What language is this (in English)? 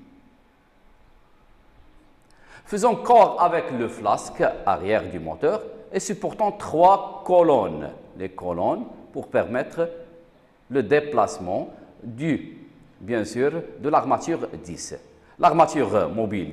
French